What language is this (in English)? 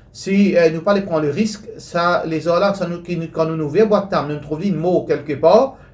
Morisyen